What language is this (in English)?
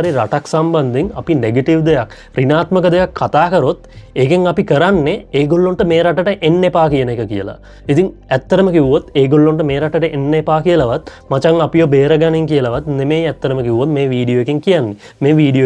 Sinhala